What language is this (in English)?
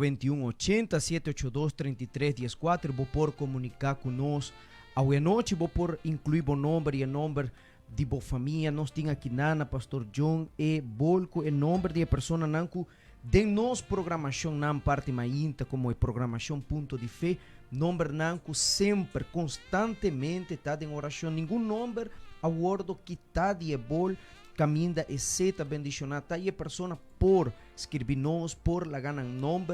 Papiamento